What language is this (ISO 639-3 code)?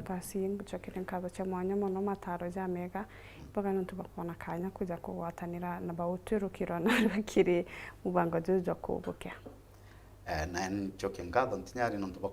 mer